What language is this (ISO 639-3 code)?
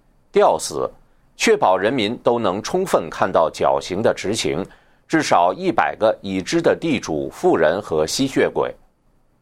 zho